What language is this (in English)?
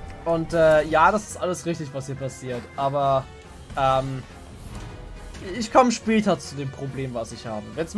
German